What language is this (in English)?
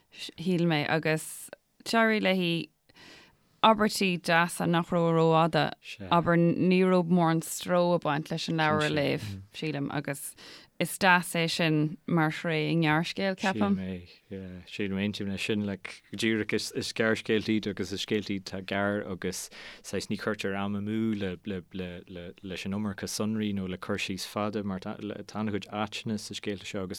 Irish